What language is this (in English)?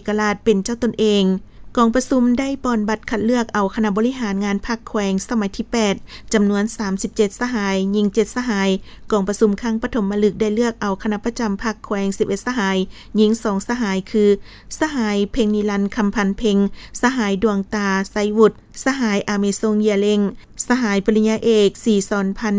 Lao